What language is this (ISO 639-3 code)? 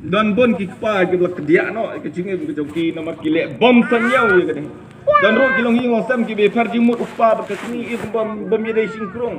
kha